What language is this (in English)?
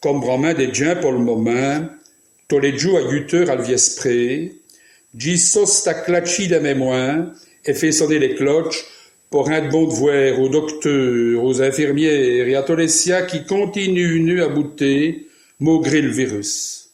Walloon